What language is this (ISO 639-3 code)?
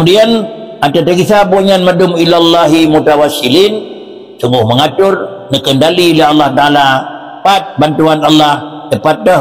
ace